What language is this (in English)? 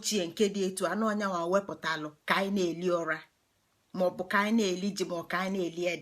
Igbo